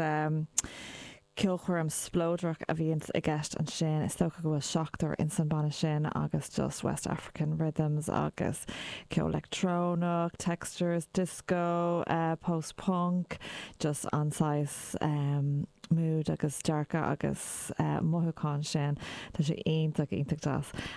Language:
Irish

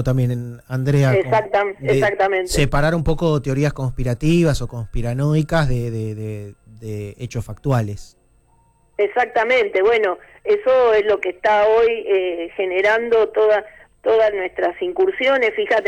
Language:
Spanish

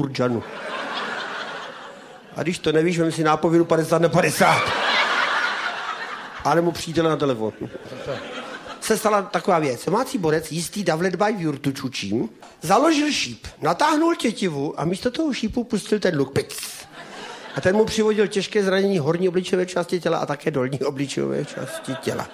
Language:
Czech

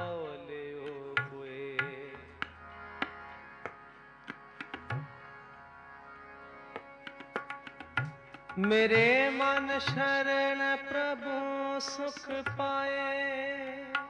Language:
Hindi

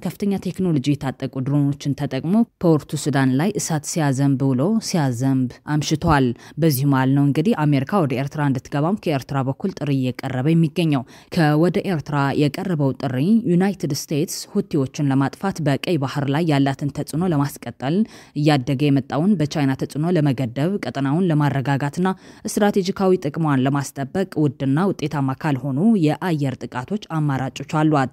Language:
Amharic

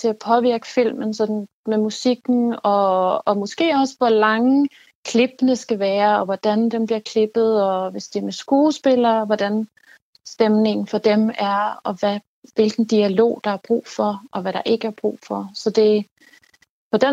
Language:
Danish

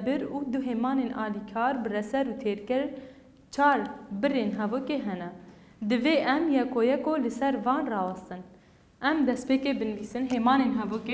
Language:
Kurdish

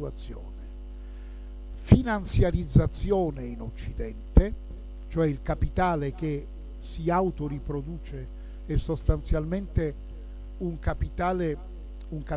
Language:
Italian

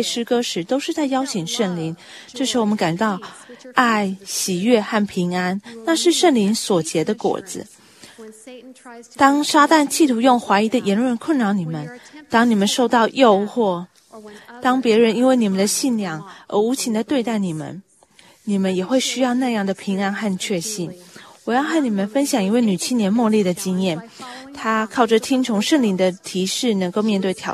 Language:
Chinese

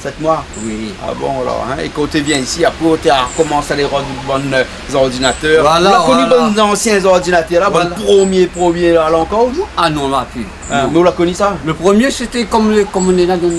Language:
Réunion Creole French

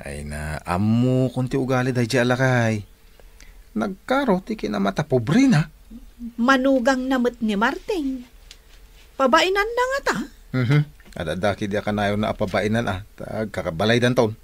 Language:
Iloko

